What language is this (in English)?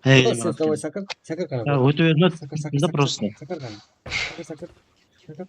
Kara-Kalpak